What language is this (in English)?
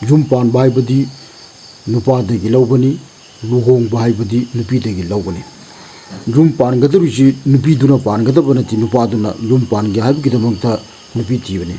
Manipuri